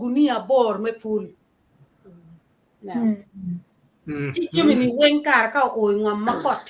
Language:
Acoli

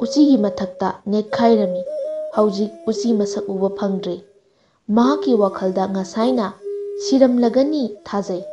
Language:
Manipuri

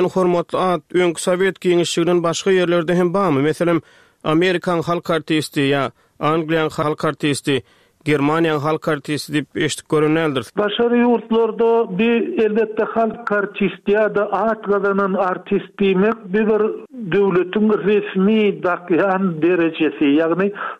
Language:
Turkmen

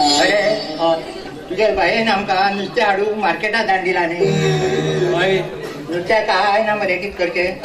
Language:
Konkani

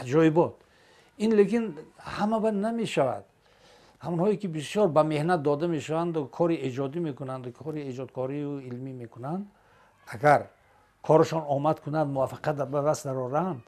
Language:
Tajik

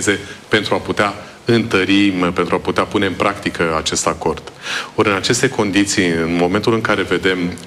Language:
Romanian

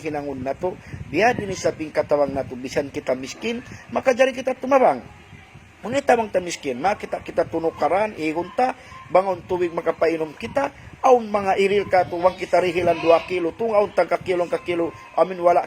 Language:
Tausug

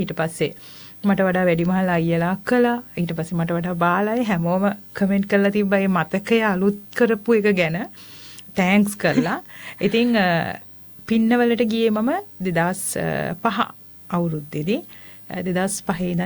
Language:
Sinhala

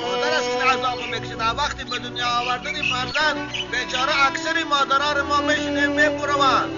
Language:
Tajik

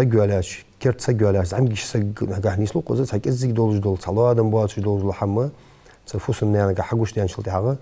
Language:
Ingush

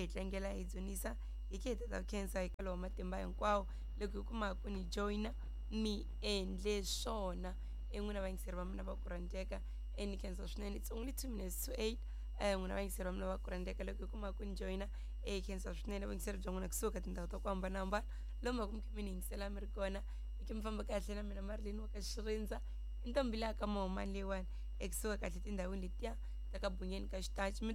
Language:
Tsonga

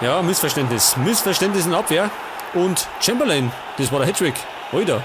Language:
Bavarian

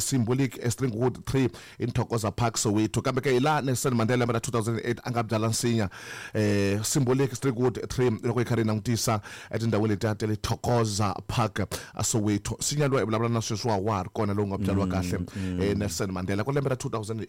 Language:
Tsonga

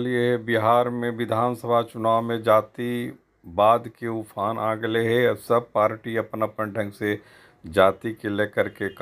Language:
Magahi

